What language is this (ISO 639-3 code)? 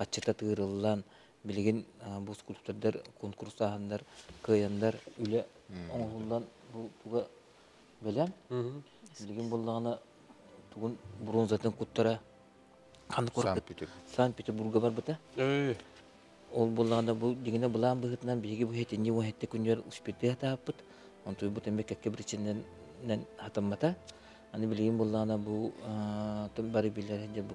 sah